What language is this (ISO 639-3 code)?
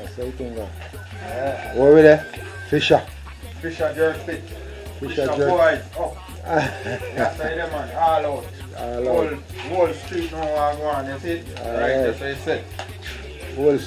jam